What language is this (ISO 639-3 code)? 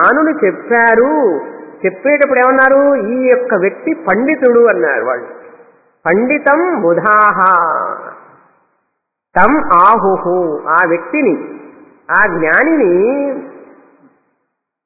tel